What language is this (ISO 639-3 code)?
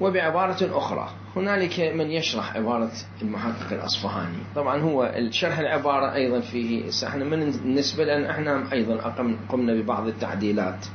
acm